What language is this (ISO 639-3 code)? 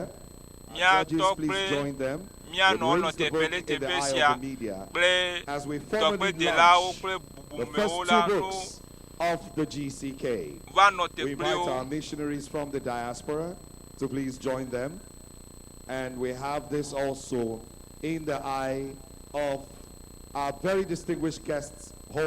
ewe